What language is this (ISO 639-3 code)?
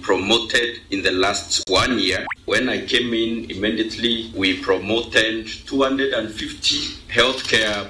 mer